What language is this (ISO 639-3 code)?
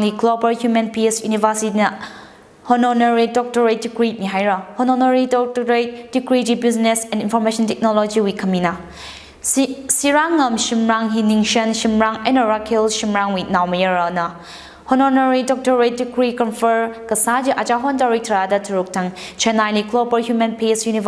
nmf